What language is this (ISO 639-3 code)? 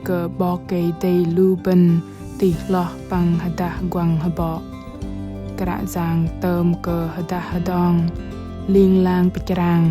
bdq